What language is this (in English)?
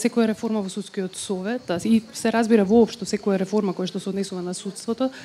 Macedonian